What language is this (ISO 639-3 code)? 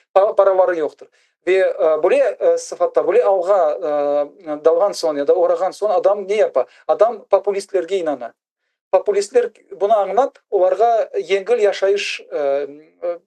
crh